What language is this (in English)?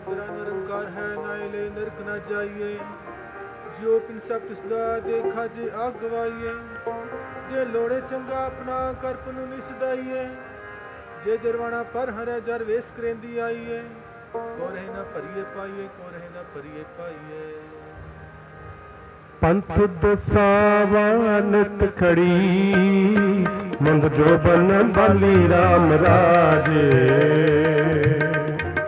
Punjabi